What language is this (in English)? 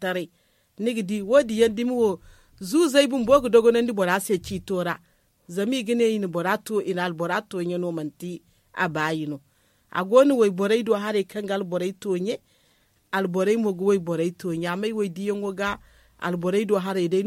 Zarma